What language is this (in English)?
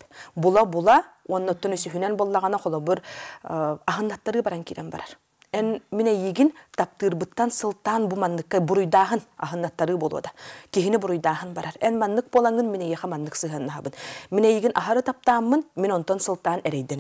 Yakut